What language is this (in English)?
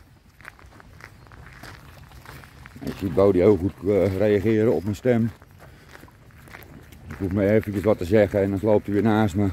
Dutch